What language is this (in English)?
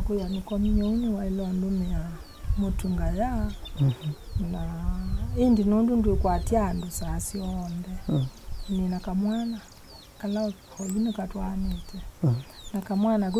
Kamba